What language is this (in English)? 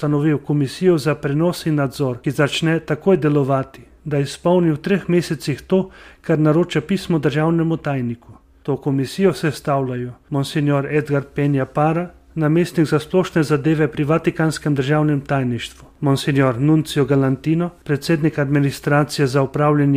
Slovenian